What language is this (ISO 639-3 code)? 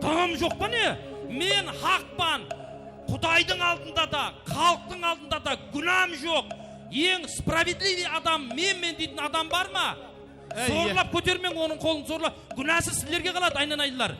kaa